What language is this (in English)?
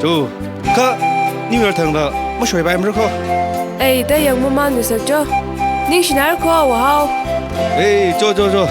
Tangkhul Naga (India)